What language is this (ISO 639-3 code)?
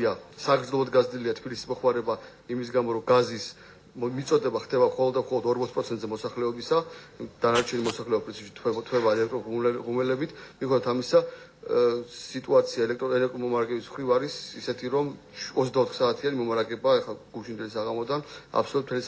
kat